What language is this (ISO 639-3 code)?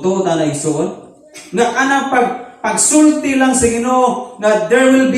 ceb